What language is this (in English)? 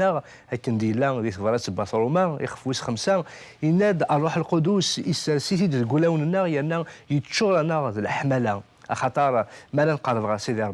Kabyle